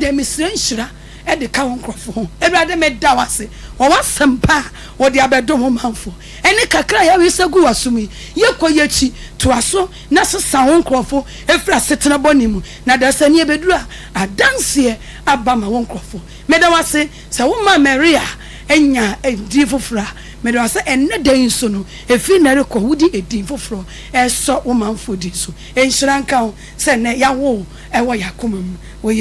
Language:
Akan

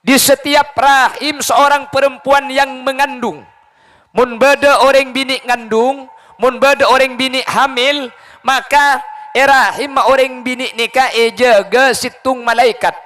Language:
Madurese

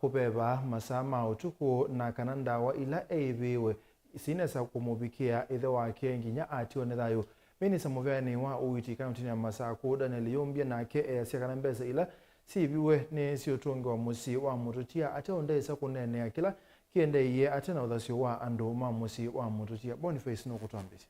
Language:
Kamba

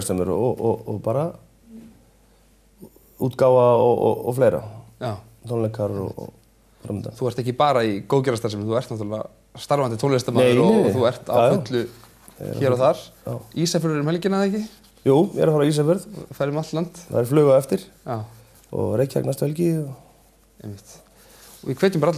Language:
Icelandic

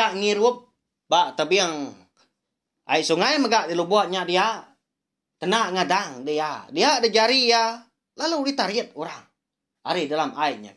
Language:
Iban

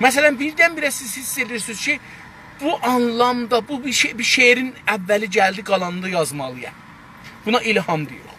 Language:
South Azerbaijani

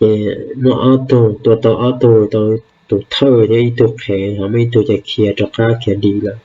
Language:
Hmong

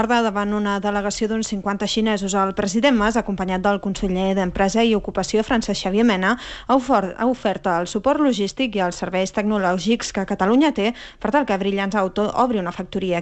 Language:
Catalan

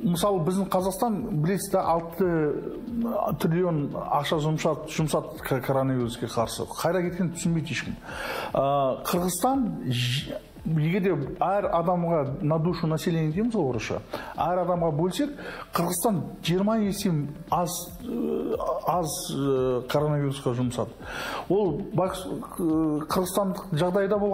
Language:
Kazakh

